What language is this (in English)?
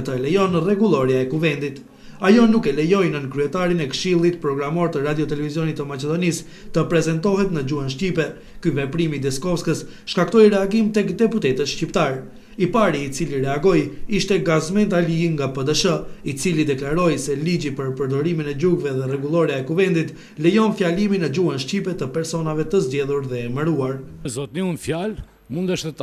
Albanian